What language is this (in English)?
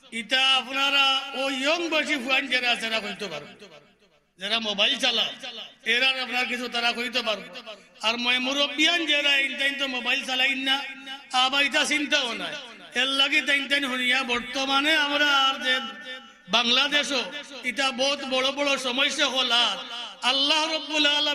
Sylheti